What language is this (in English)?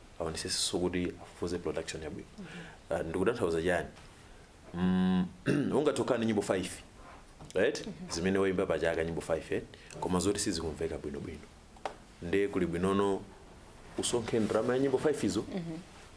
Nyanja